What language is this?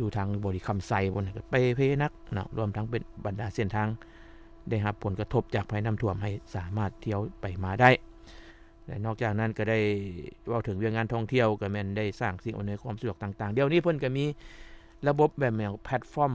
Lao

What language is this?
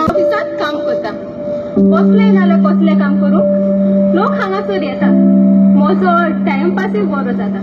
Konkani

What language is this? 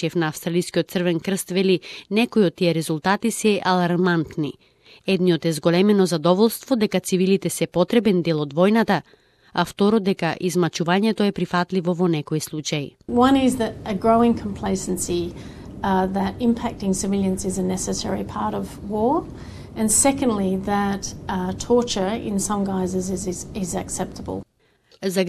Macedonian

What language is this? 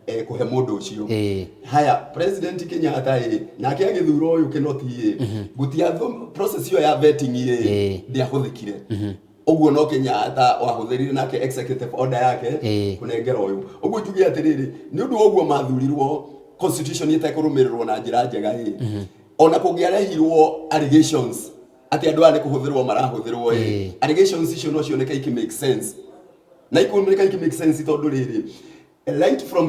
Kikuyu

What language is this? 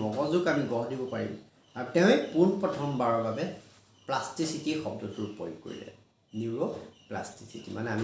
Assamese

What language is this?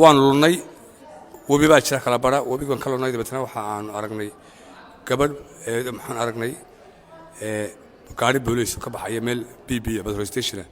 Somali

